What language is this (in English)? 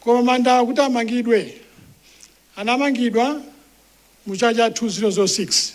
Nyanja